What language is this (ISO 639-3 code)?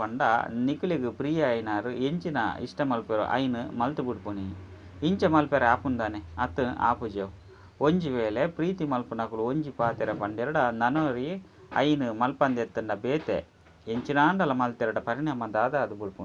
tcy